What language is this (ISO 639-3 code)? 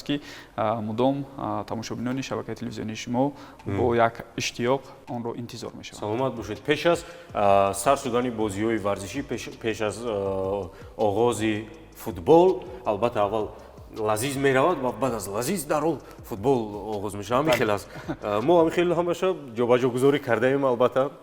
tgk